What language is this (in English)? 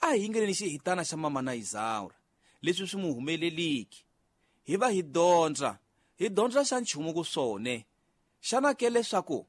Tsonga